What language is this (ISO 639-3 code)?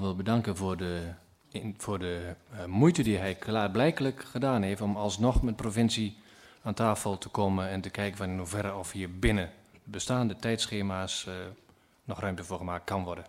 nld